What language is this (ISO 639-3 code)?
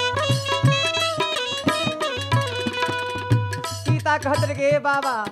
bho